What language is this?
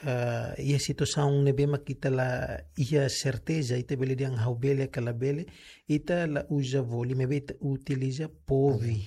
Tetum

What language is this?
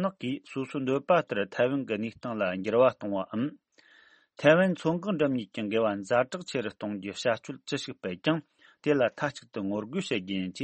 Tibetan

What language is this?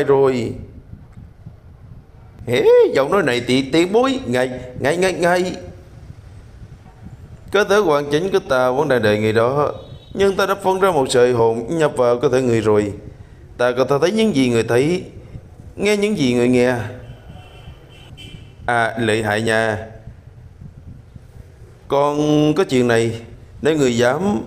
Vietnamese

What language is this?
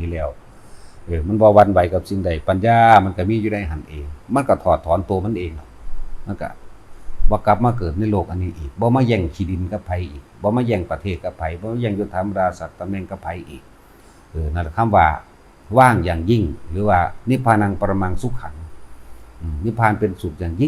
Northeastern Thai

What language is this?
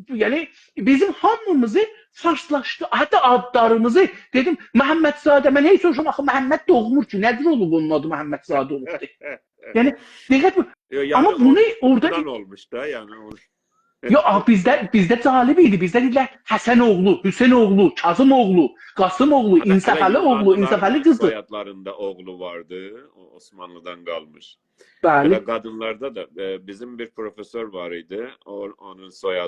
South Azerbaijani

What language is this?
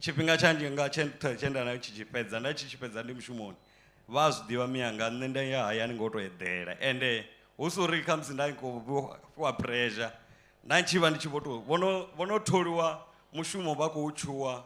Venda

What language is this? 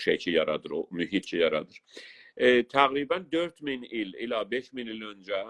South Azerbaijani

